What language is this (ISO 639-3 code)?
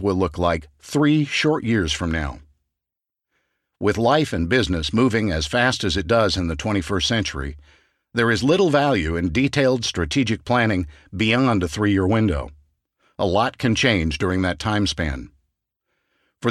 eng